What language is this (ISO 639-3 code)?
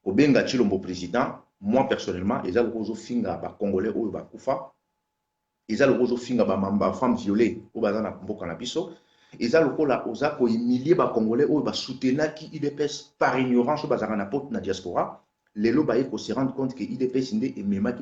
lin